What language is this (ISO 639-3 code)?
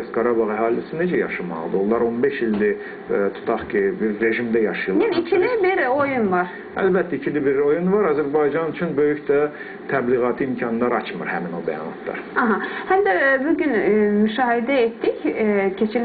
aze